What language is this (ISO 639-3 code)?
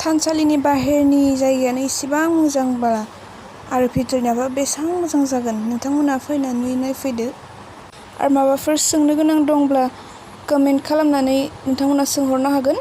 brx